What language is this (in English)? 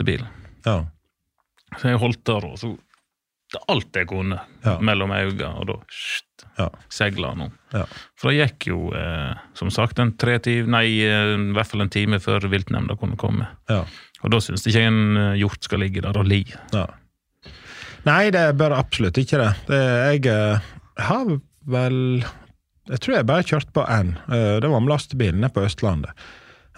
Norwegian